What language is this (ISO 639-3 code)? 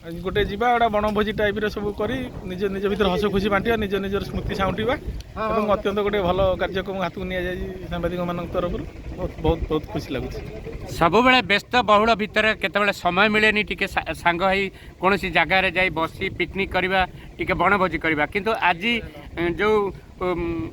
ori